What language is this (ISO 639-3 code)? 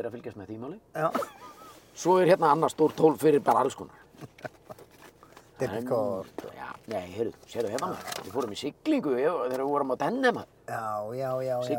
isl